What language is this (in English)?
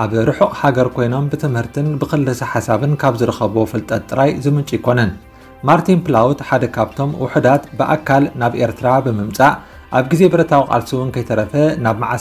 Tigrinya